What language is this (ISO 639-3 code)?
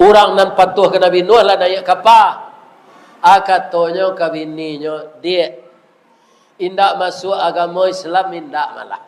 min